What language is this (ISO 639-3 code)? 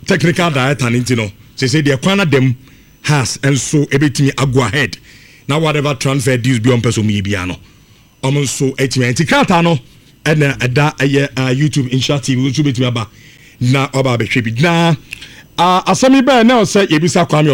aka